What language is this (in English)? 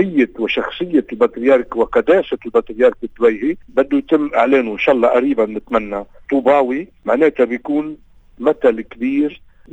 North Levantine Arabic